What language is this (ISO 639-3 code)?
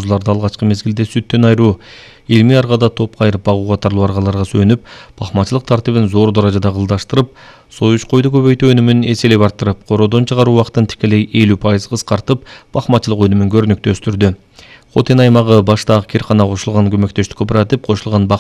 kir